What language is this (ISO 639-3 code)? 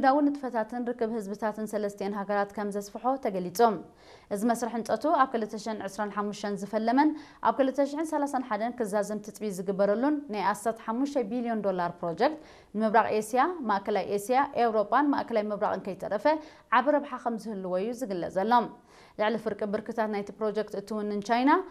tir